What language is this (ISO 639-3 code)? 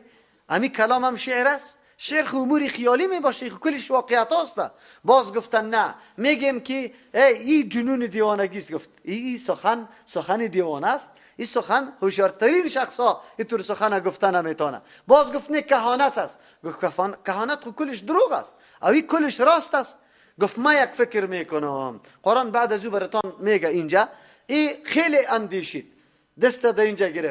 fas